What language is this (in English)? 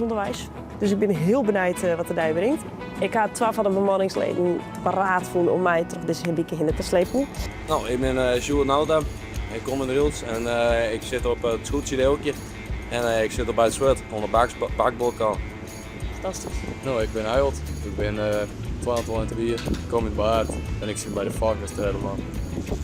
Western Frisian